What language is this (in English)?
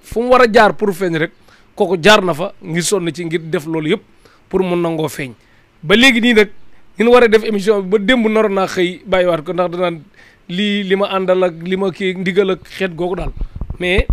Wolof